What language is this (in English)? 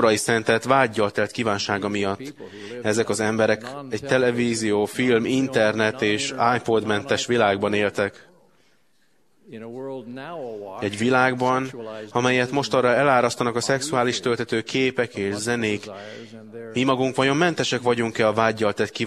Hungarian